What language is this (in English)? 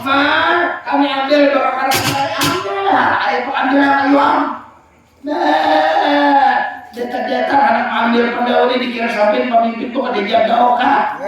Banjar